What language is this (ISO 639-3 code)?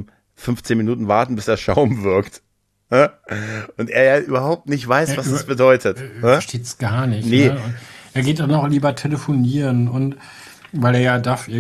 deu